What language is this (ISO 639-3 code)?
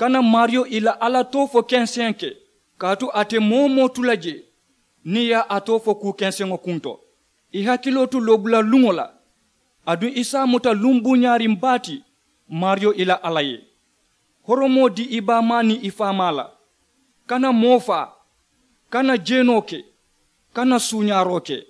man